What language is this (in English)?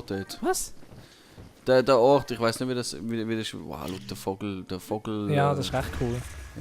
Swiss German